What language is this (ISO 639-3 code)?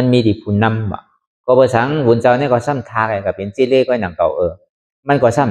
shn